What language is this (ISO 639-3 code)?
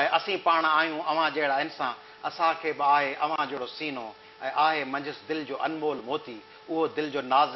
snd